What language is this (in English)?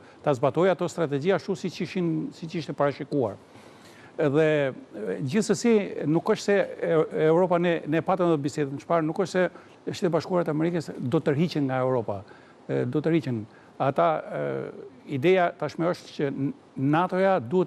Albanian